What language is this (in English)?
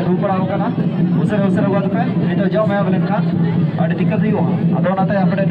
Santali